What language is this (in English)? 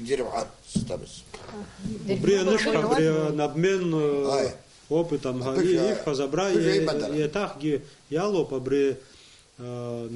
Abkhazian